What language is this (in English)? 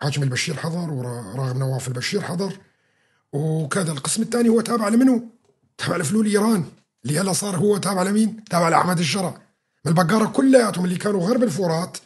North Levantine Arabic